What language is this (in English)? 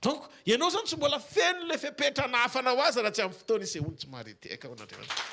Malagasy